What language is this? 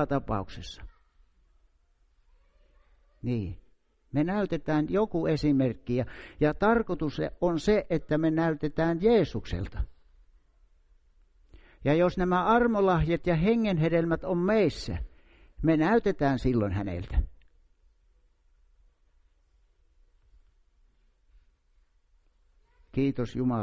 Finnish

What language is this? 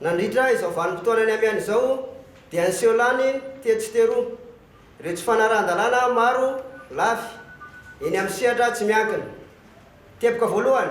Malagasy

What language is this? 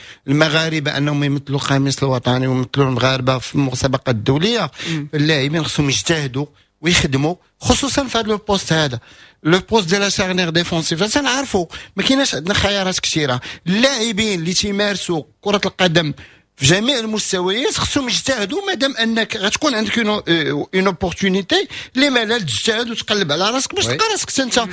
Moroccan Arabic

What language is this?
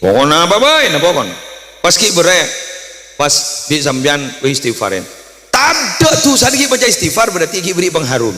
Madurese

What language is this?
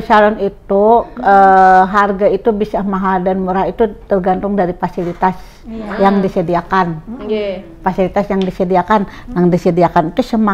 Banjar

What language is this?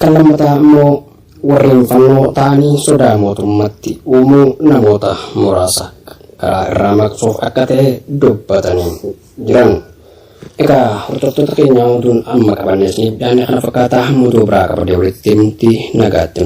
Oromo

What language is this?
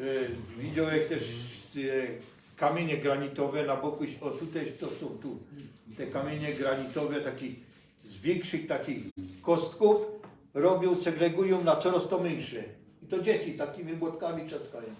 Silesian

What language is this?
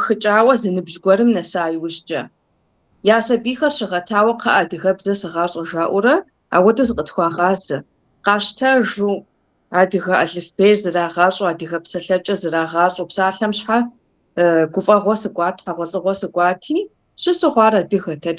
Kabardian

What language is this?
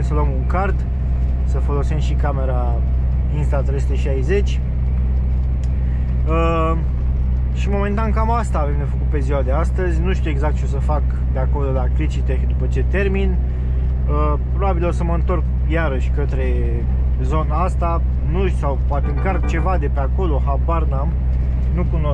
Romanian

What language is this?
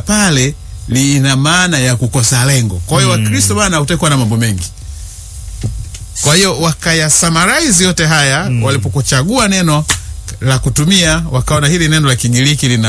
Swahili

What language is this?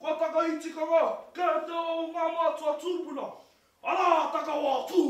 Māori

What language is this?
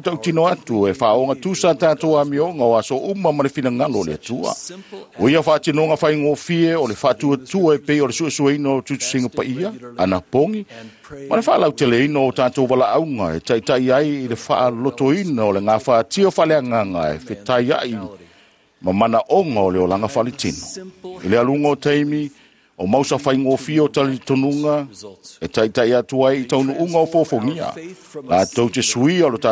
Samoan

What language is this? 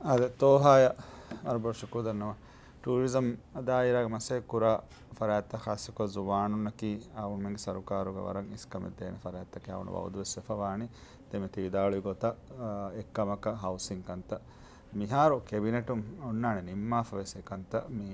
Divehi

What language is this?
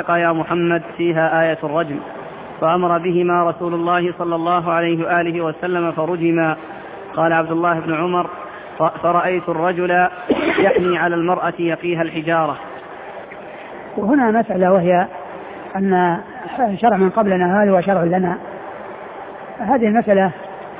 Arabic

